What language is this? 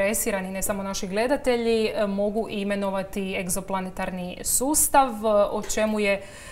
Croatian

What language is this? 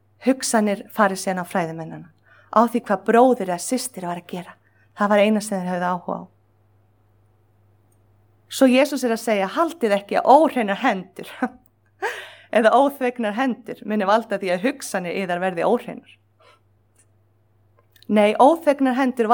Icelandic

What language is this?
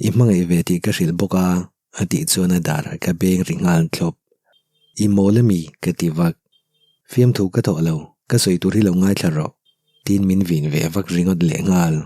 Mizo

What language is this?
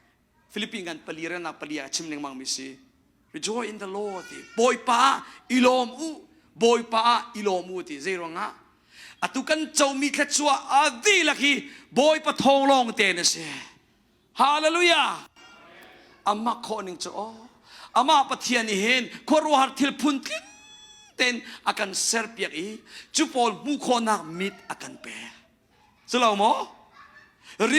Hakha Chin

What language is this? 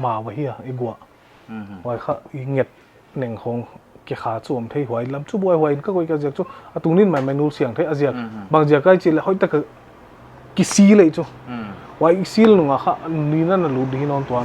Paite Chin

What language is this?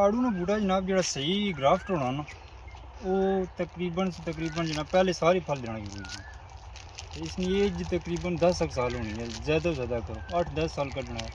Pahari-Potwari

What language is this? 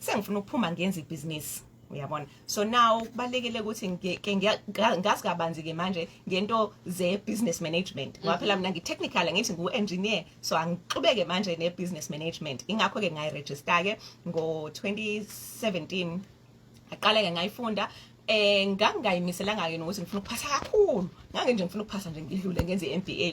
Zulu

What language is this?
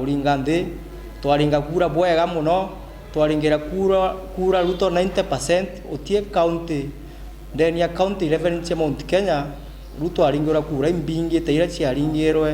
Meru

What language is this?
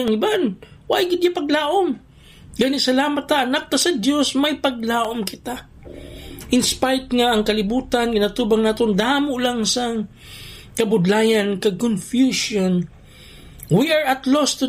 Hiligaynon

